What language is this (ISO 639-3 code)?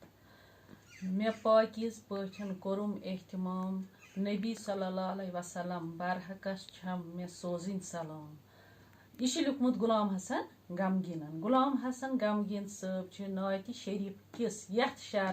kas